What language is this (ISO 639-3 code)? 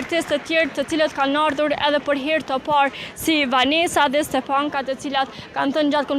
sqi